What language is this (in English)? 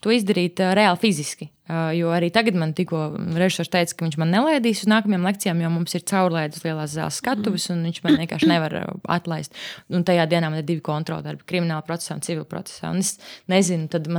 Latvian